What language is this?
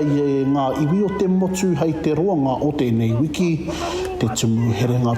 Māori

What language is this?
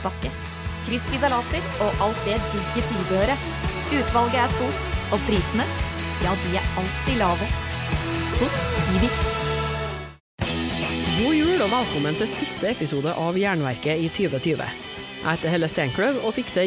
Norwegian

